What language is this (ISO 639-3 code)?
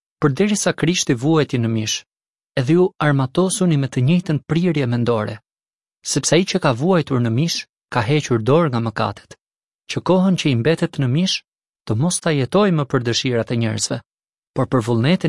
sqi